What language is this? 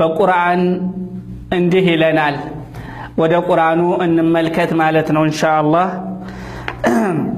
Amharic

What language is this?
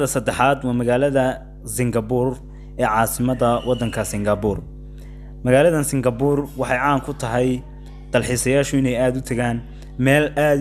Somali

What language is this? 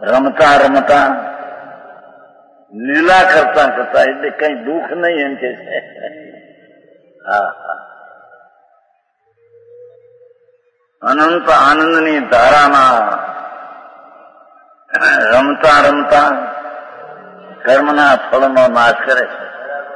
Gujarati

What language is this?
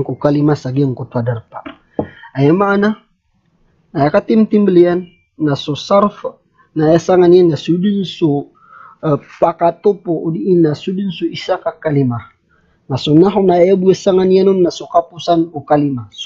Maranao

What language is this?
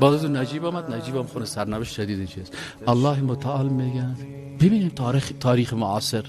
Persian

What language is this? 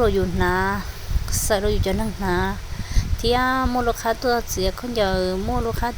Hmong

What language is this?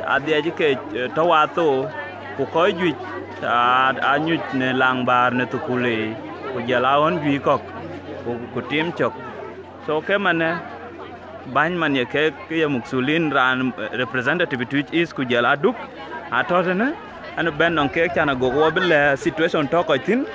Dinka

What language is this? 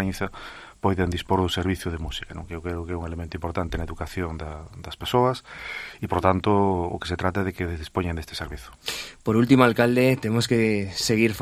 Galician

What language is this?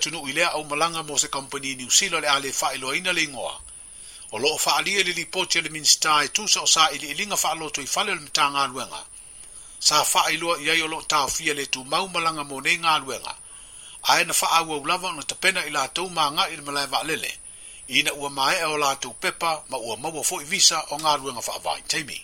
Samoan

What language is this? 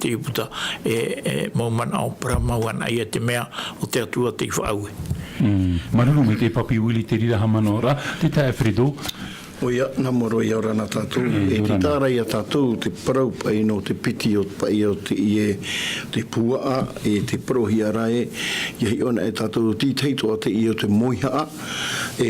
Tahitian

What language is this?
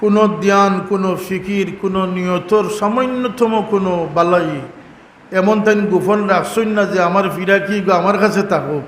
Sylheti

